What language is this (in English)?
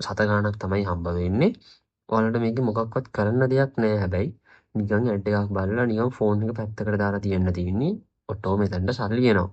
Sinhala